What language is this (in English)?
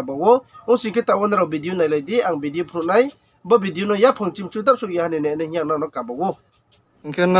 Riang (India)